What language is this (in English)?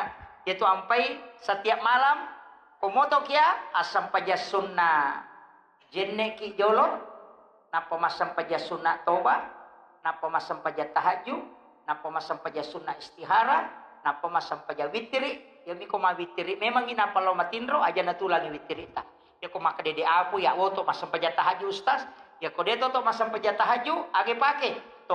Buginese